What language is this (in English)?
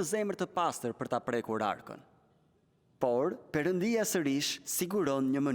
Albanian